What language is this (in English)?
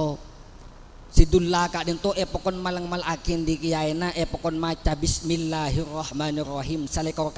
Madurese